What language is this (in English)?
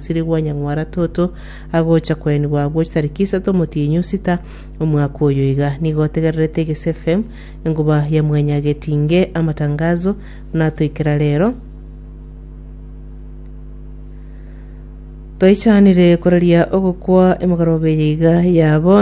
Gusii